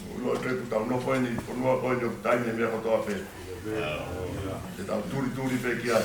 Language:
Tongan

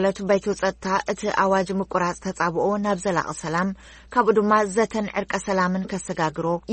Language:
Tigrinya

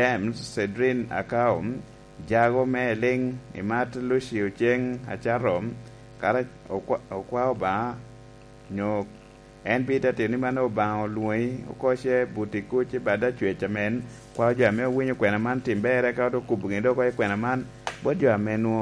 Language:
Lango (Uganda)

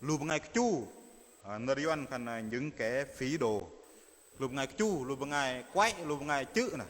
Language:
Bahnar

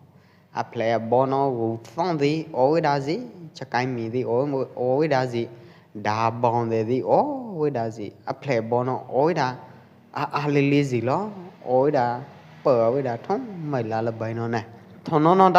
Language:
Pwo Eastern Karen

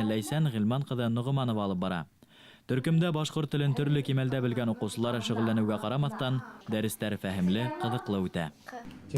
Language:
Bashkir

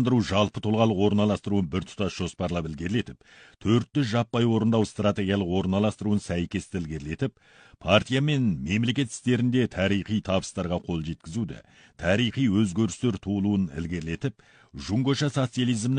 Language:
Kazakh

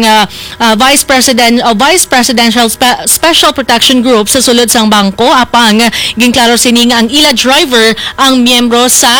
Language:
Hiligaynon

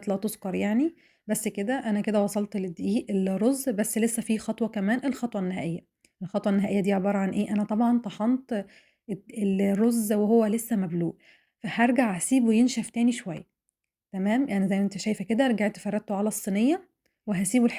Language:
Egyptian Arabic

